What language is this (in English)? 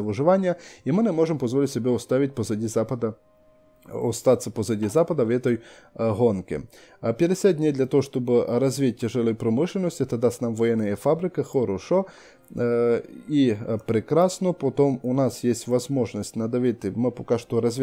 Russian